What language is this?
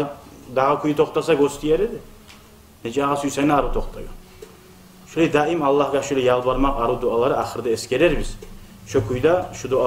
Kumyk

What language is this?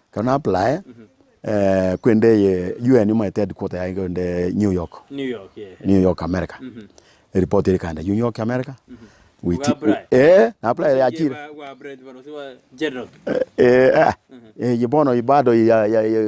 Gusii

